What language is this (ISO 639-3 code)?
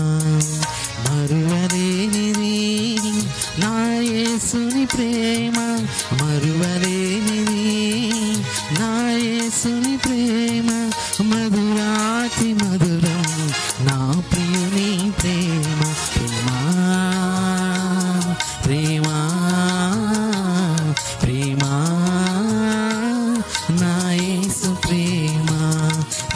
tel